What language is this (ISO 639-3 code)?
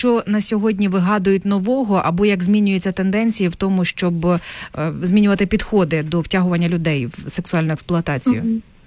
ukr